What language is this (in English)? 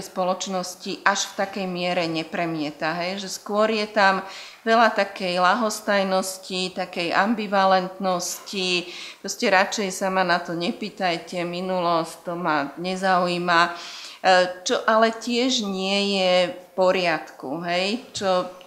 Slovak